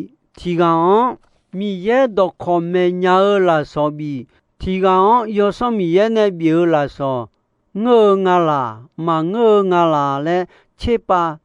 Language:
Akha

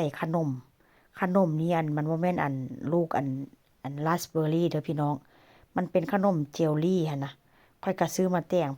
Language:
Northeastern Thai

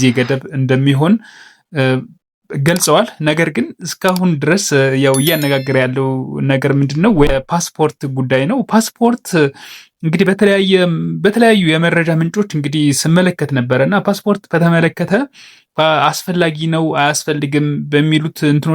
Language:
Amharic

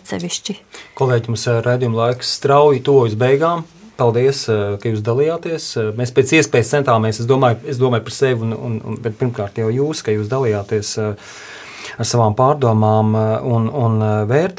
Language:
Latvian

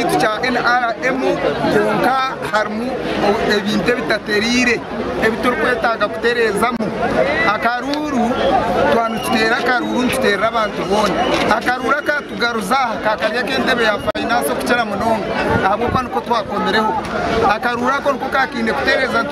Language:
Nyankole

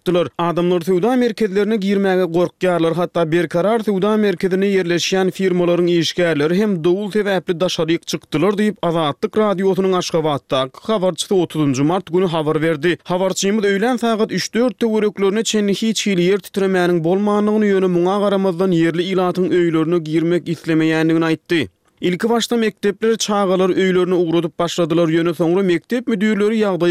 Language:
Turkmen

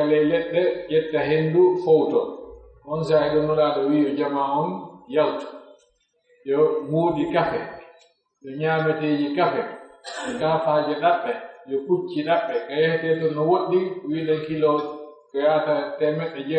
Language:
Pular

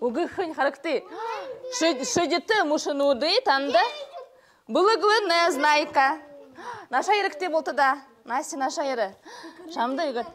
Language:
Buriat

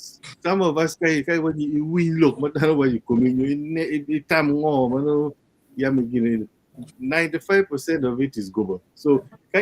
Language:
Acoli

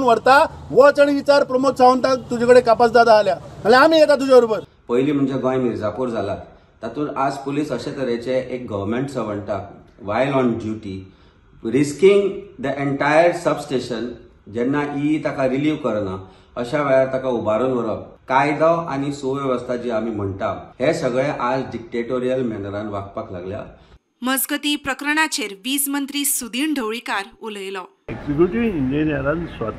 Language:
Konkani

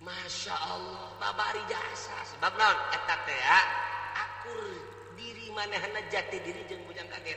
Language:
Sundanese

